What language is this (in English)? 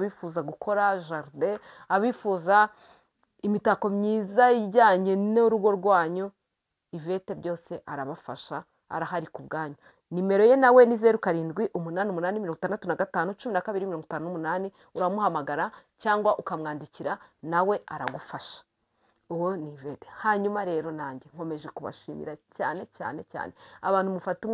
Kinyarwanda